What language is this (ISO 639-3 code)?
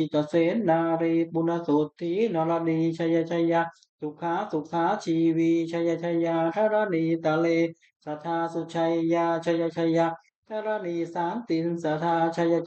pli